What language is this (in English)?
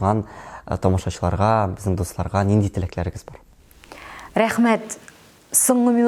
Tatar